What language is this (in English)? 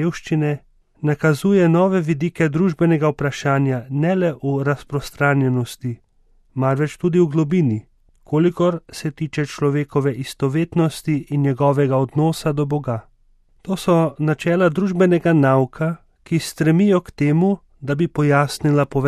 Slovenian